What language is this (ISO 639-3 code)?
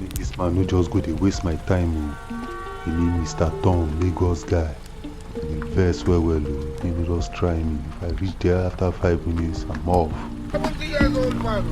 pcm